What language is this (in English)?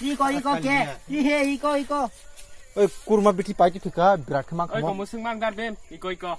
Kok Borok